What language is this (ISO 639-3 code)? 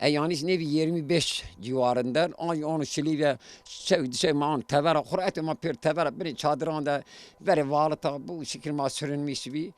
zza